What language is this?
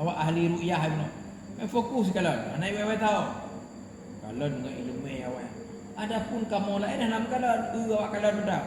Achinese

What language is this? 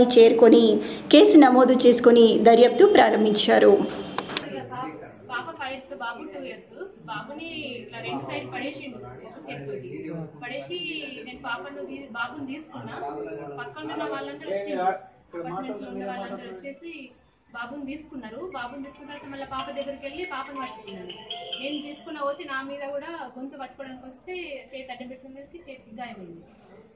Telugu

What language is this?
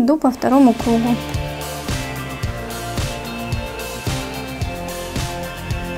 Russian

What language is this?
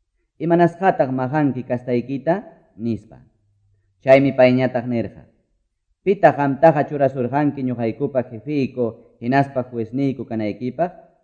Quechua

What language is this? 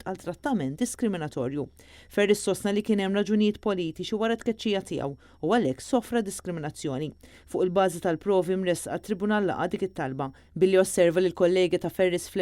Maltese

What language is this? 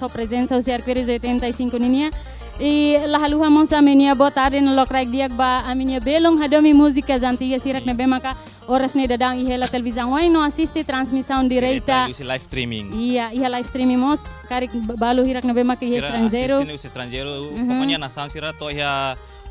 Tetum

